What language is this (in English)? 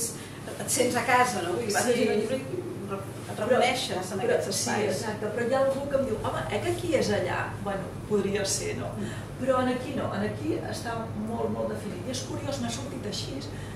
Catalan